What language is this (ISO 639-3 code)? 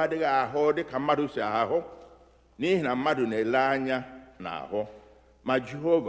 ibo